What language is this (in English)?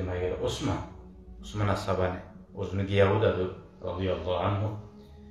Kumyk